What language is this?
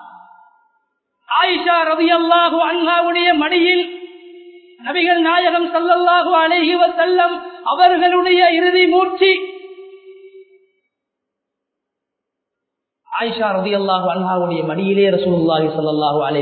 Tamil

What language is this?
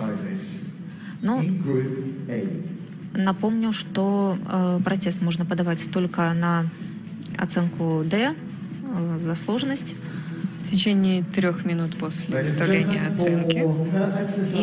Russian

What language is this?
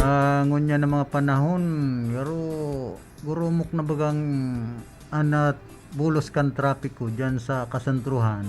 Bikol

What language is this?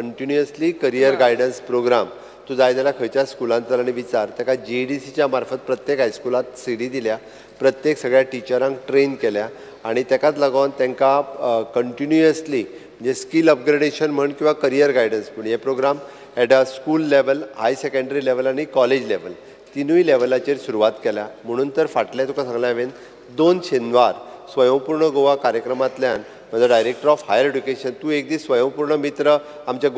Konkani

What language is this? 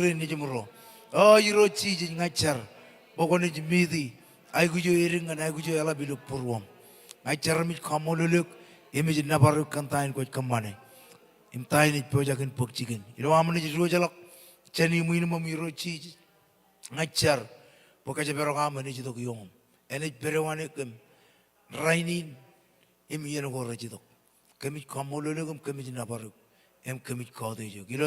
Marshallese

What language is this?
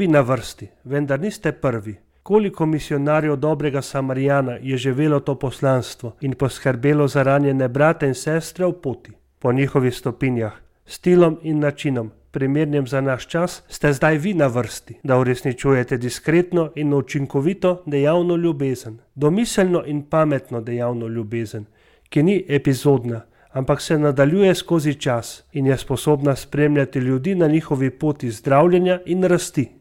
Slovenian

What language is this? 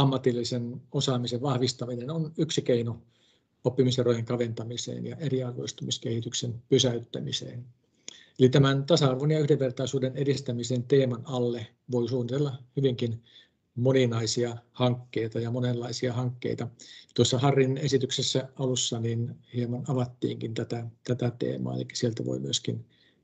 Finnish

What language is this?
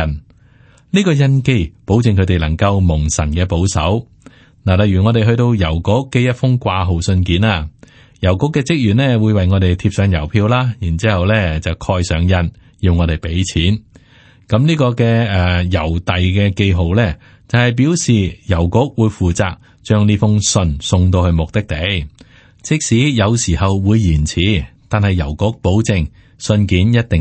Cantonese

